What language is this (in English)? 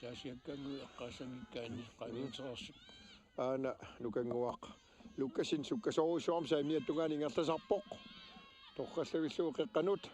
Kalaallisut